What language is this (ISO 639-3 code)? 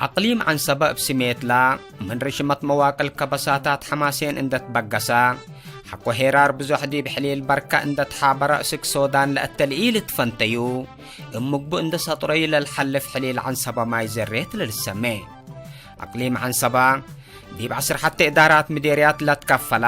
tig